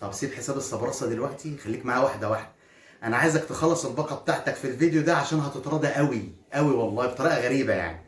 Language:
Egyptian Arabic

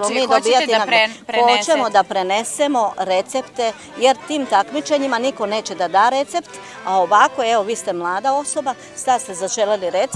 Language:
Serbian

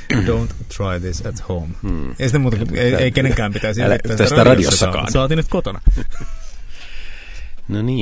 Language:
Finnish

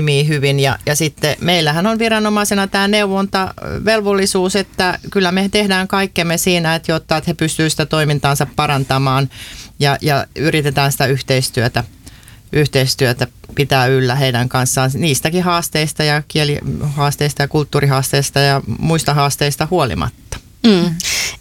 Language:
Finnish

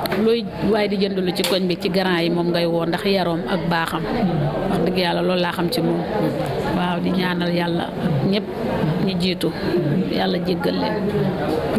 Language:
Wolof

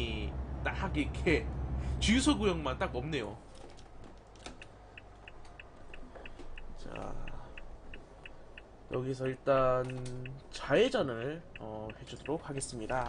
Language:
Korean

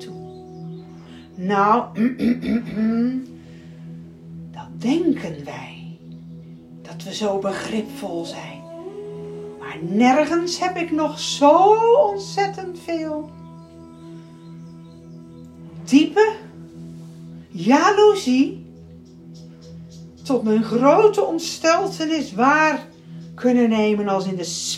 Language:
Dutch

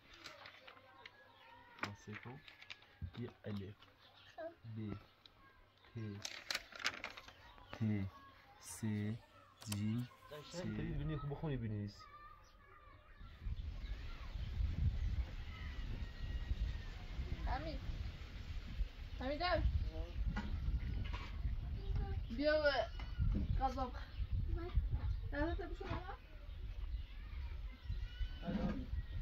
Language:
Persian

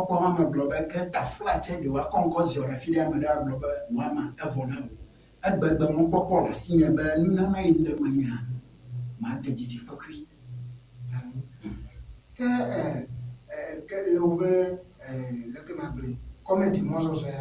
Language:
Ewe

